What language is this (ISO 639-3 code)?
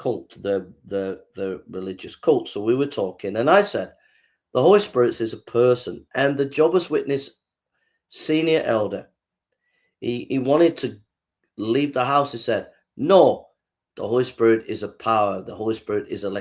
eng